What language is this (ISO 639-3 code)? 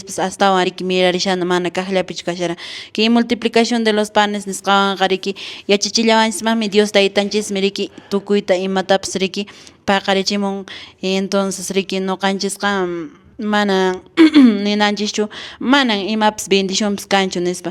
que